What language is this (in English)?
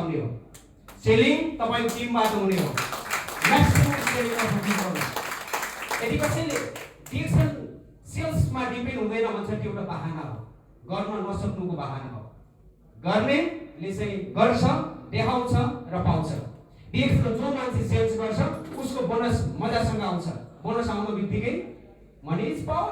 Nepali